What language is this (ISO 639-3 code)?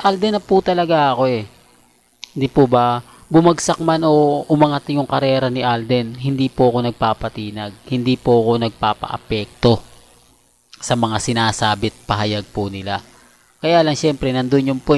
fil